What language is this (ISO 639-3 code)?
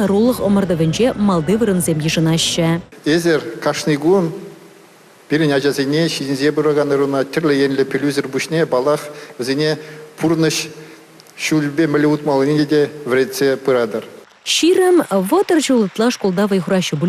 chv